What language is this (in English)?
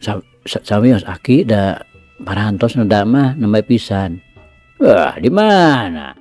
Sundanese